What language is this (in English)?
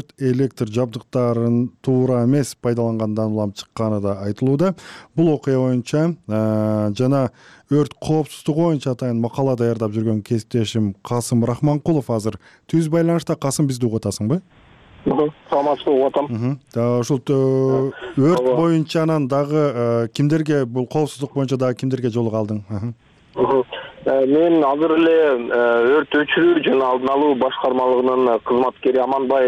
Kyrgyz